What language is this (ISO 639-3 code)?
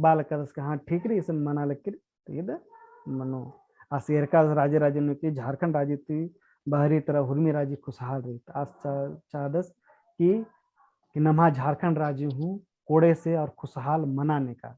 kru